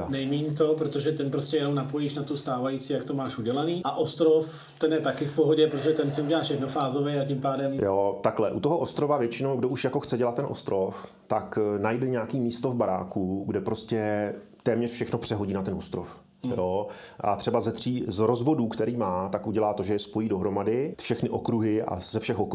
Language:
Czech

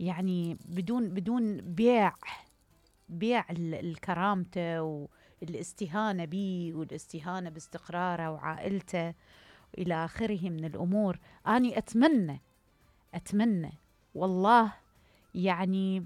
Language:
Mesopotamian Arabic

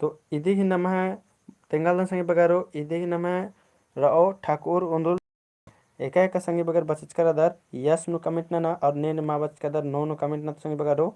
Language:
Kurukh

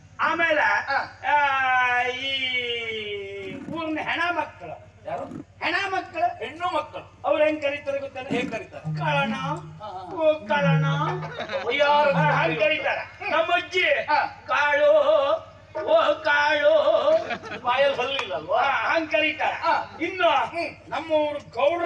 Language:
Kannada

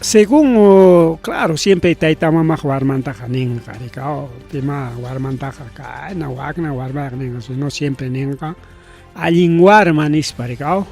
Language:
Ayacucho Quechua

